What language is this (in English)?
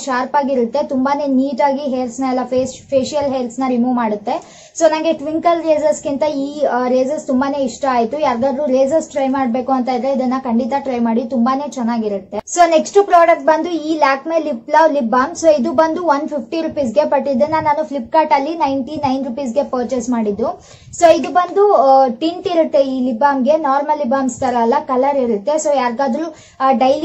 Kannada